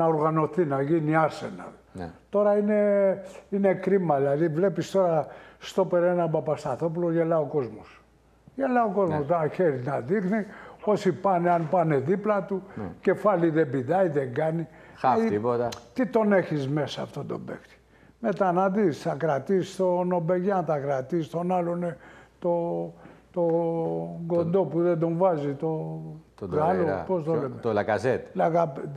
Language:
Greek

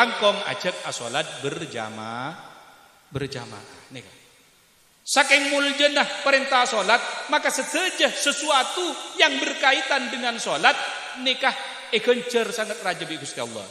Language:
Madurese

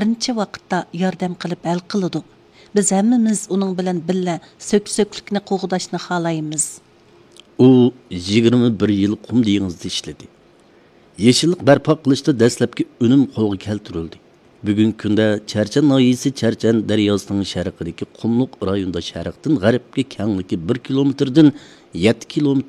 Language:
Uyghur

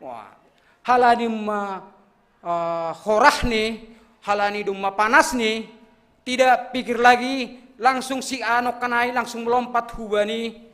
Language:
Batak Simalungun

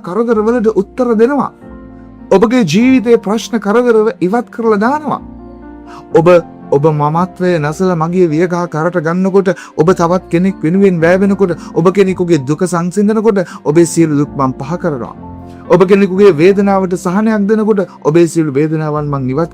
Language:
Sinhala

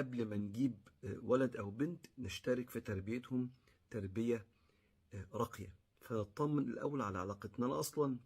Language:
Egyptian Arabic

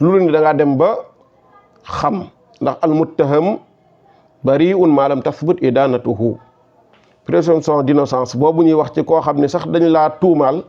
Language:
Wolof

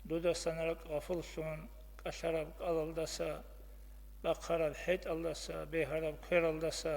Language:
Avaric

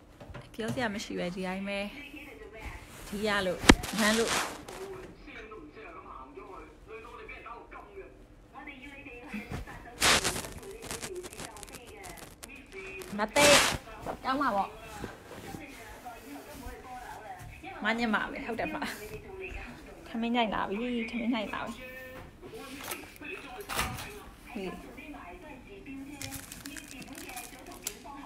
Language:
Burmese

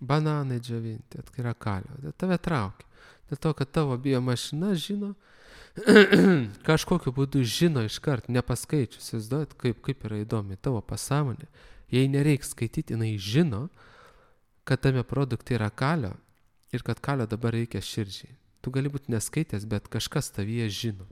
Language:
Lithuanian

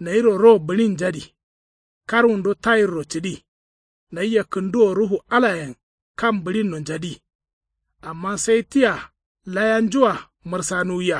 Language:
Kanuri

